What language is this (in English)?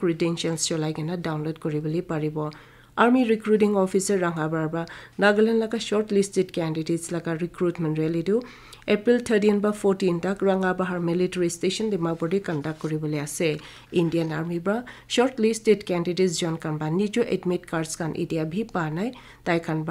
Naga Pidgin